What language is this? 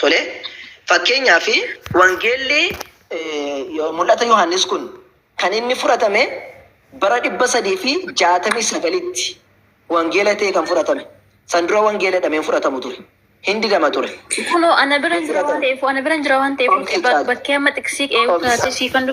Oromo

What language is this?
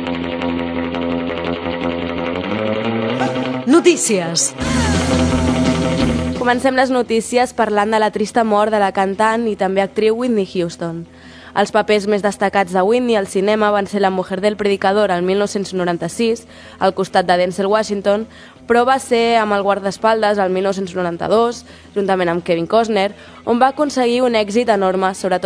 Catalan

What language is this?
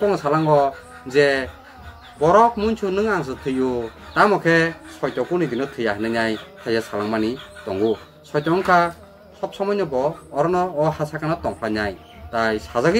Kok Borok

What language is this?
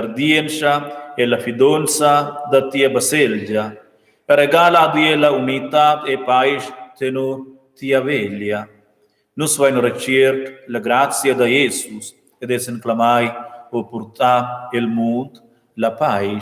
Romansh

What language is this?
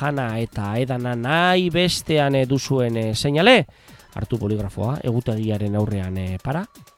Basque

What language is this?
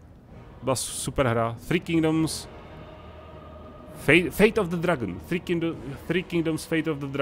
Czech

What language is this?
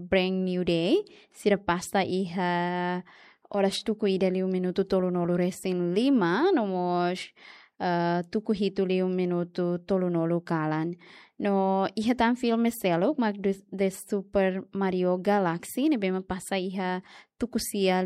Tetum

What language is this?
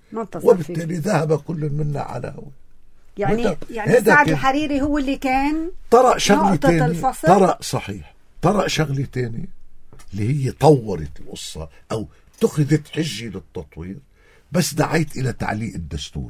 North Levantine Arabic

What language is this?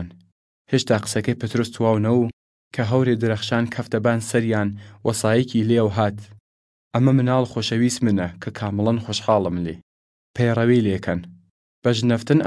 Southern Kurdish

